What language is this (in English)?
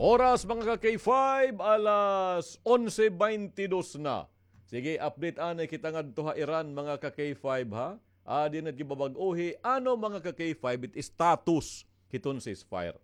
Waray